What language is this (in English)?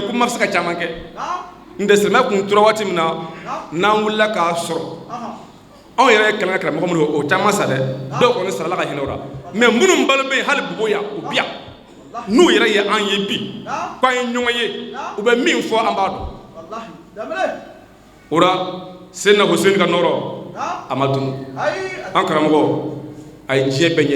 Bambara